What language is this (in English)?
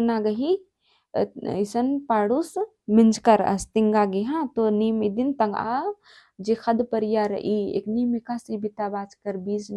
Kurukh